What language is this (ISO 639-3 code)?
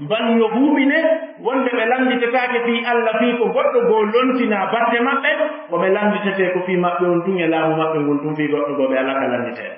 ful